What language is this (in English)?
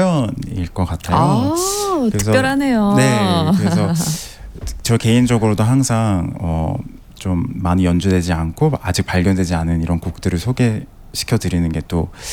Korean